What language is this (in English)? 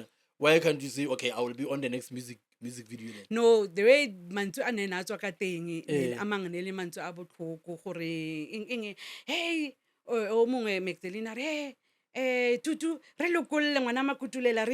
Northern Sotho